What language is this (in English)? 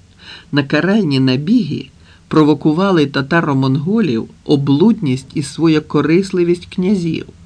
Ukrainian